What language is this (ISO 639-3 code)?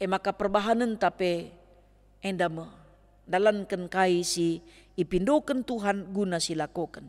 btx